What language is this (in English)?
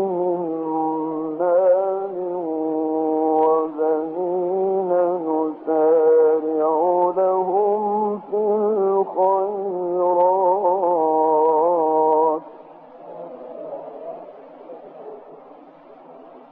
Arabic